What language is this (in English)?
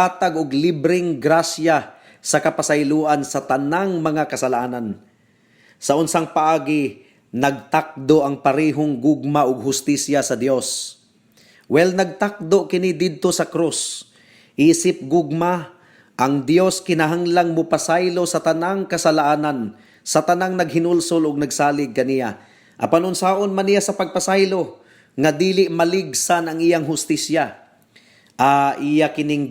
Cebuano